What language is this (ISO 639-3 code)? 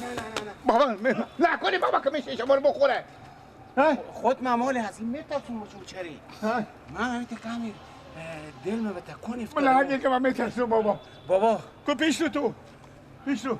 fas